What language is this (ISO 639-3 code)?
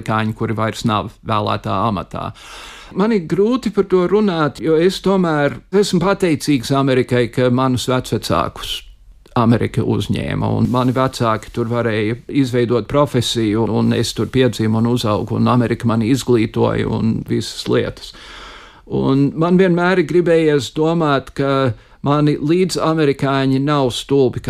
lav